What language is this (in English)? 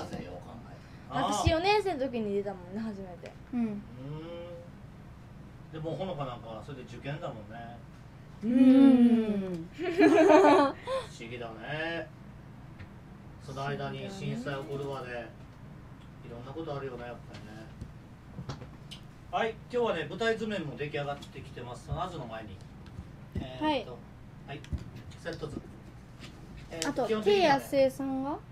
Japanese